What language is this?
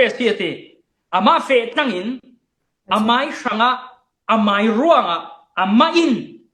Falam Chin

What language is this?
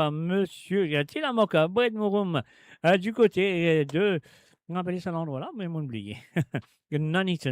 Morisyen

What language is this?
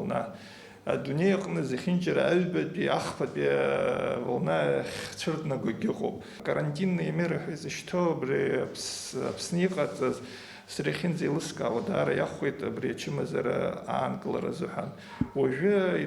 Abkhazian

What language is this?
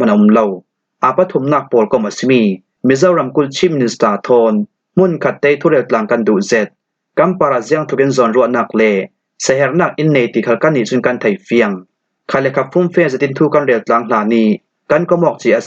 Falam Chin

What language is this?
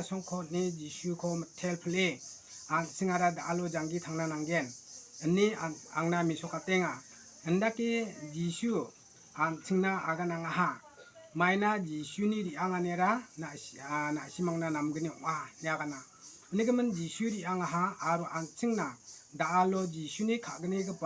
Garo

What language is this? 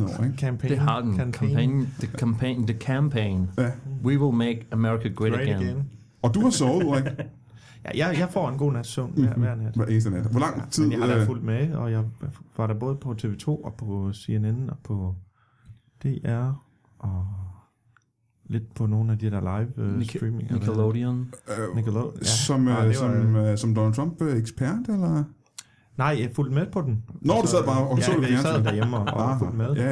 Danish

